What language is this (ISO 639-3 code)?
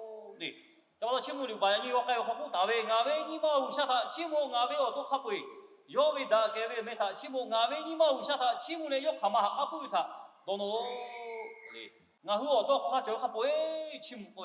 lhu